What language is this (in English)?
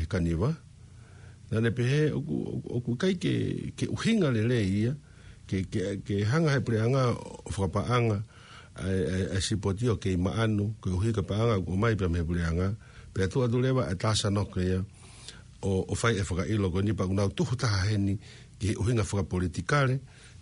Tongan